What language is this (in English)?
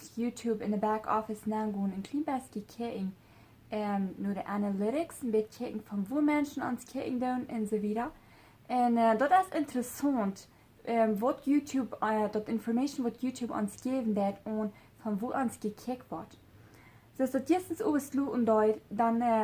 Plautdietsch